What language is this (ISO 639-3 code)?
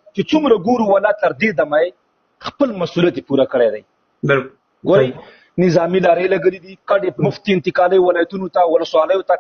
pus